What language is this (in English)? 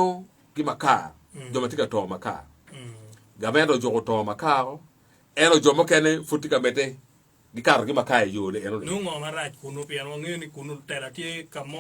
Acoli